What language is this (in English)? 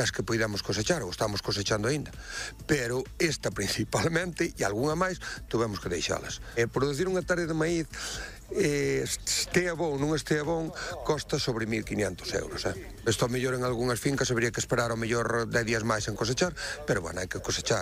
Galician